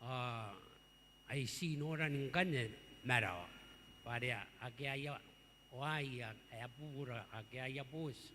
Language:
Gilbertese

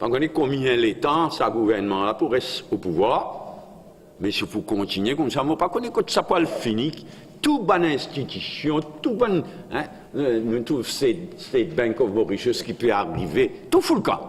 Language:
Morisyen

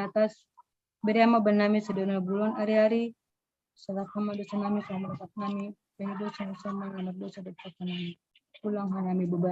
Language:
Batak Simalungun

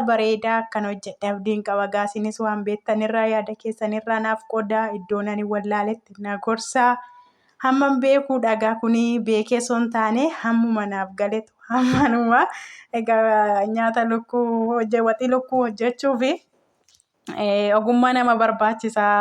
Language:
Oromo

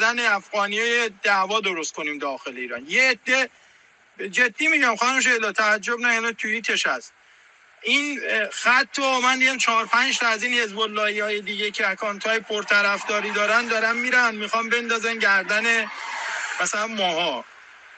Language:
Persian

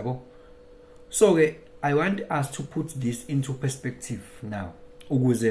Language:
Zulu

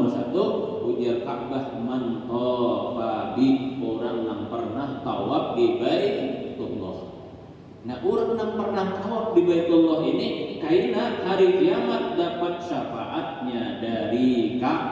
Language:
Banjar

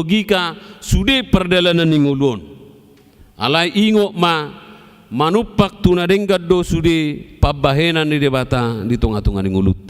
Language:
Batak Toba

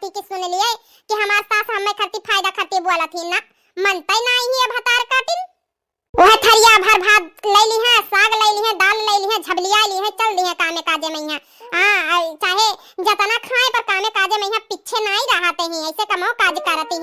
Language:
Awadhi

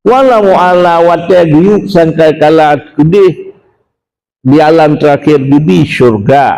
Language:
Achinese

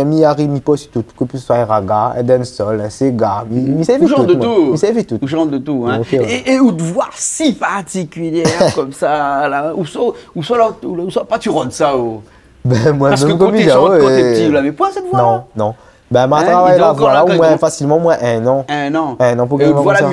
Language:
Réunion Creole French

